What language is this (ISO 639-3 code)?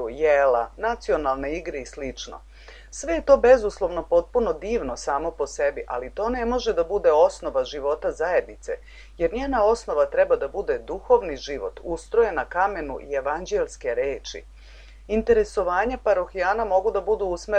srp